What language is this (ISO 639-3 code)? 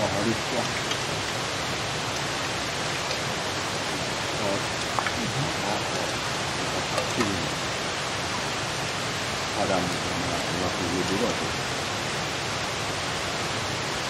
msa